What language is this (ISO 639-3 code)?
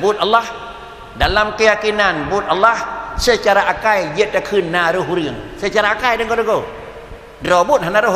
ace